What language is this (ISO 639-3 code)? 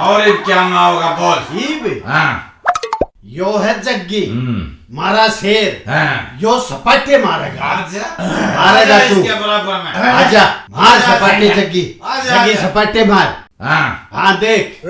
bgc